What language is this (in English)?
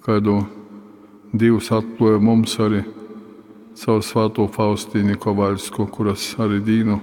Latgalian